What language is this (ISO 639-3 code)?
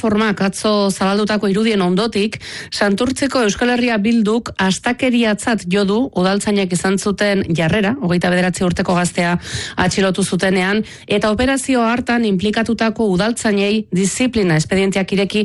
eus